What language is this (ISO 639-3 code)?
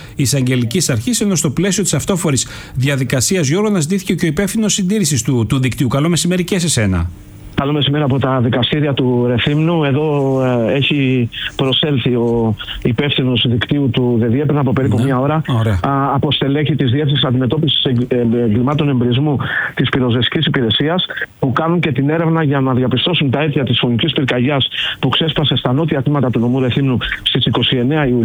ell